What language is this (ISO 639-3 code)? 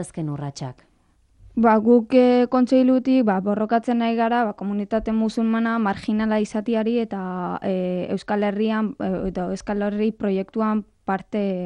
eus